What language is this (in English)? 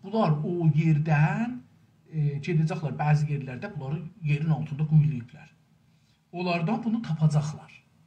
South Azerbaijani